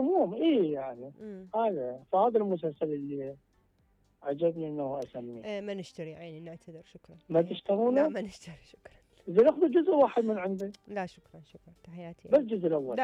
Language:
Mesopotamian Arabic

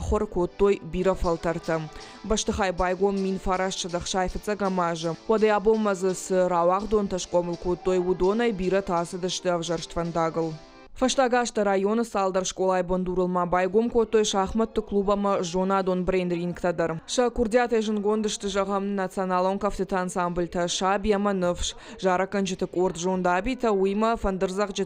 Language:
Ossetic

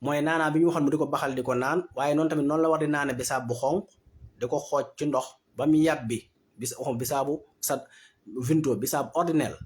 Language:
Wolof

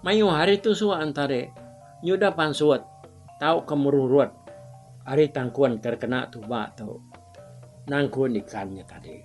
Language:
Iban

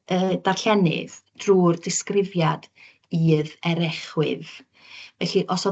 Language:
Welsh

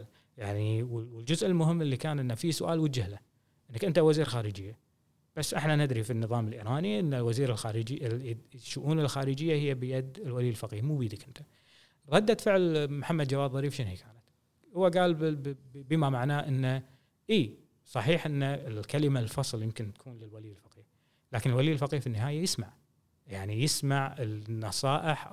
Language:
Gulf Arabic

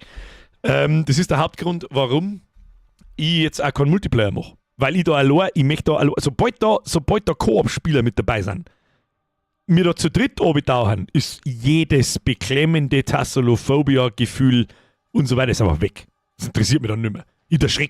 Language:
Bavarian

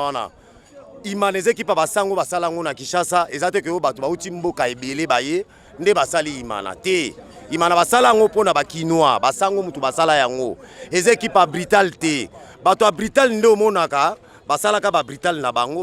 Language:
Lingala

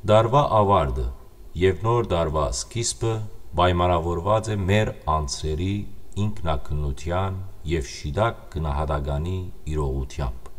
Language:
Western Armenian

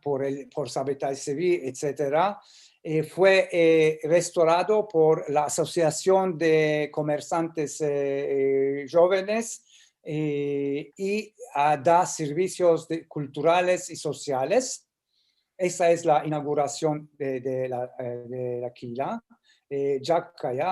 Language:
Ladino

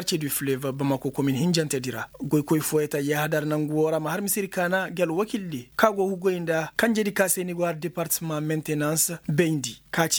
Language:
Koyraboro Senni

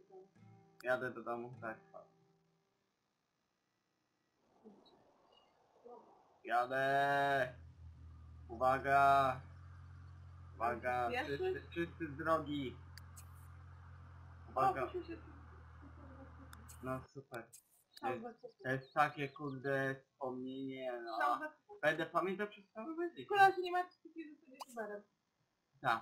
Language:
Polish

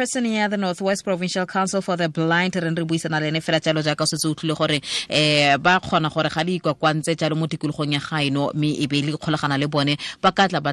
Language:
Tswana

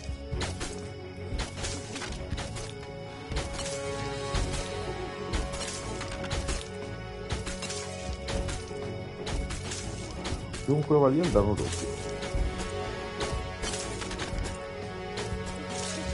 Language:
Italian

